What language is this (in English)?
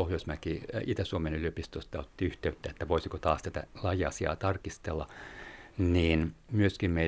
Finnish